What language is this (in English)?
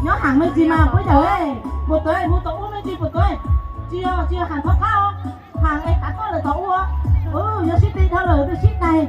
Hmong